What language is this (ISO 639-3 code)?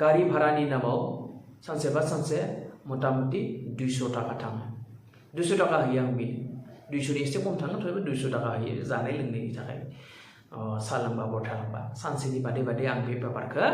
brx